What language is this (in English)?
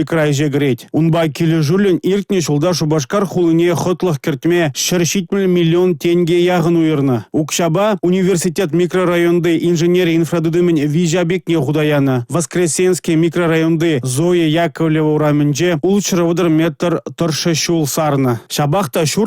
Chuvash